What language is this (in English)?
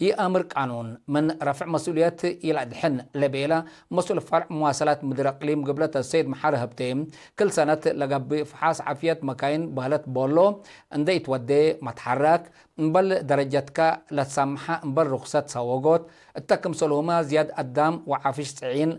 Tigre